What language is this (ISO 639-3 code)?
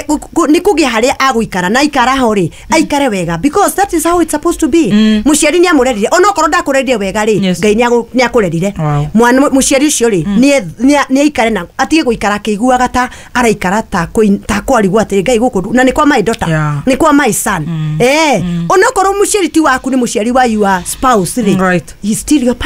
kik